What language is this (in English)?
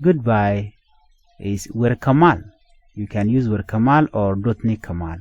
Nuer